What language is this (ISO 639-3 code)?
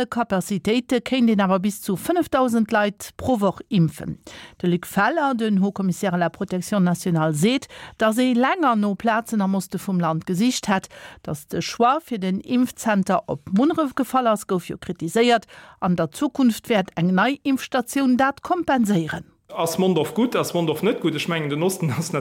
ltz